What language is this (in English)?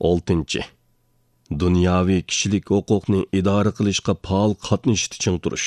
Uyghur